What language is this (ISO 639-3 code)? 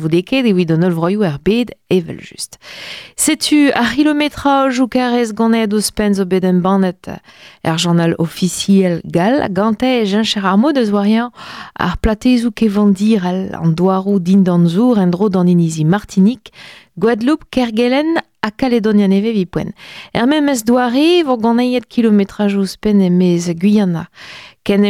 bre